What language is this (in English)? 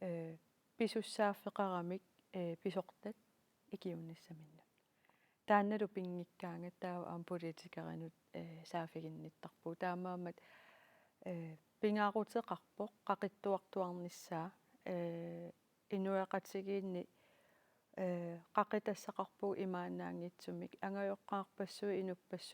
Kalaallisut